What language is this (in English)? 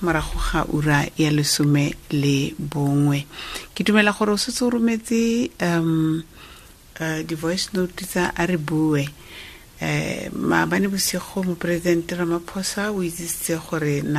Tswana